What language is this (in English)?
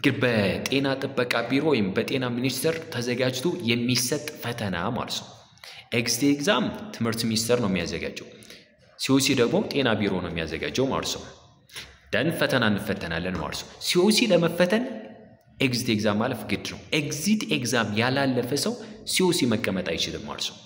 Amharic